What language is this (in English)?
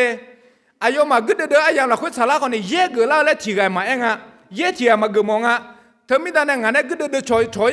Akha